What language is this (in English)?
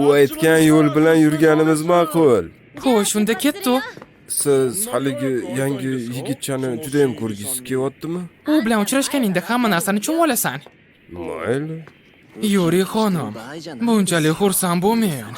Uzbek